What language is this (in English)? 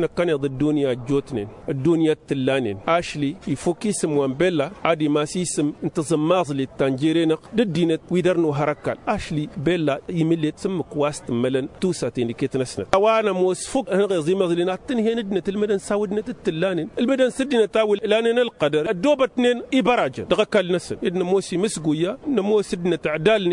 Tamasheq